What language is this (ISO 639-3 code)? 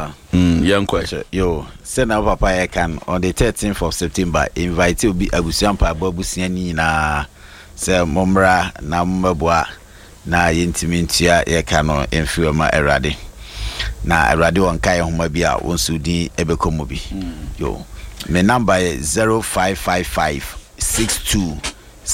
aka